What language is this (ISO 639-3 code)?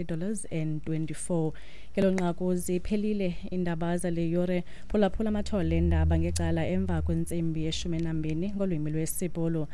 xho